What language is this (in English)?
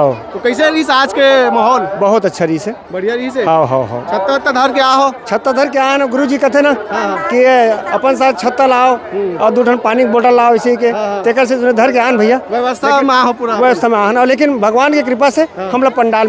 Chhattisgarhi